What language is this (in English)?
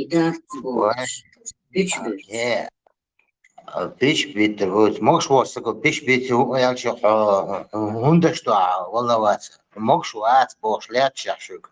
Chechen